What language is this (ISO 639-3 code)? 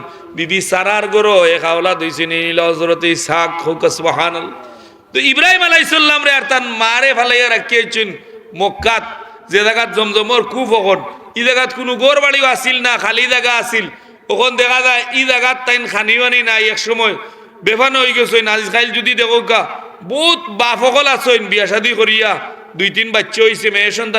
syl